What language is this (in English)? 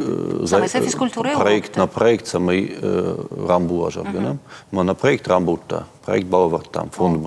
Ossetic